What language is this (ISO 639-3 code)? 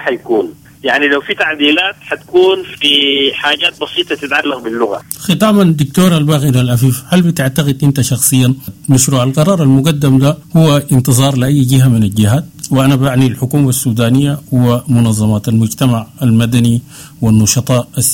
apd